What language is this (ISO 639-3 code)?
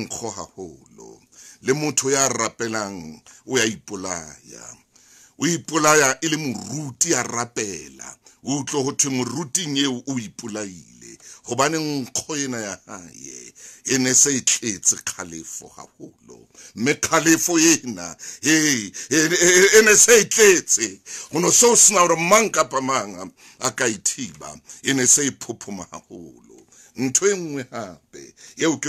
sot